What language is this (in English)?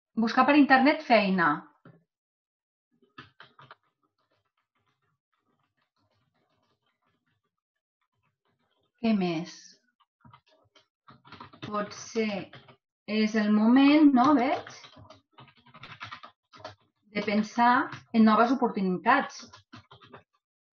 Catalan